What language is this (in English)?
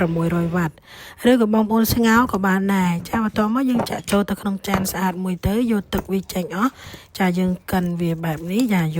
Khmer